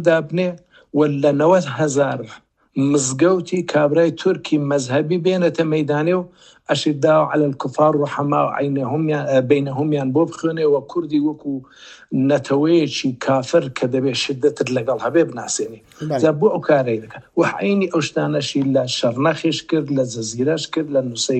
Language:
Central Kurdish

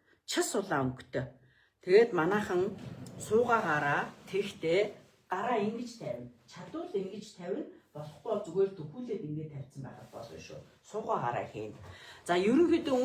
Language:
Mongolian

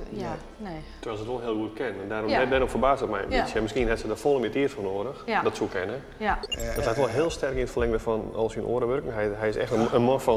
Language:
Western Frisian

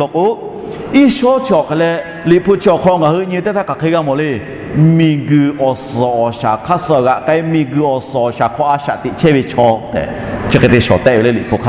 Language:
Lahu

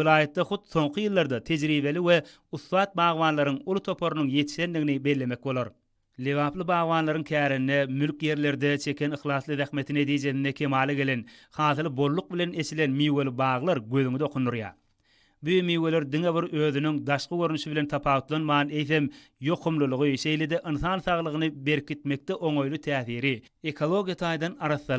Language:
Turkmen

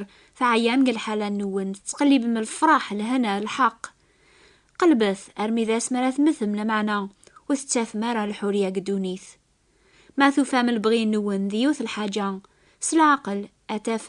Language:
Kabyle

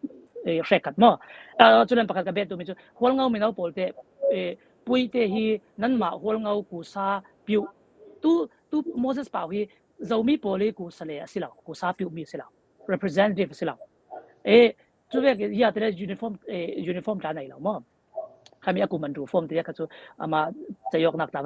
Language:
Falam Chin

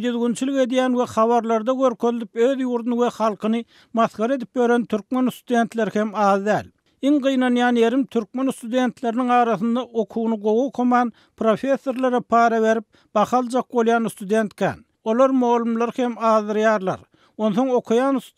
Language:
Turkmen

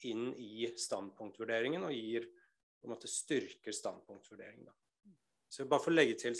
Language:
Norwegian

